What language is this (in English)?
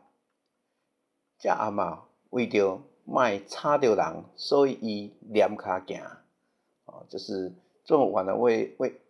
Min Nan Chinese